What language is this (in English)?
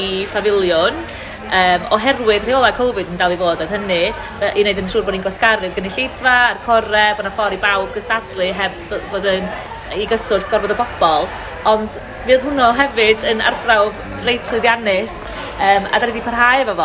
Welsh